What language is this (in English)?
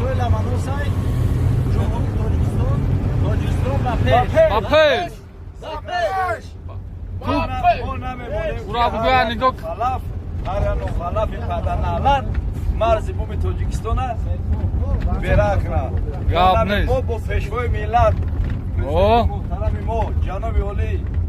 Tajik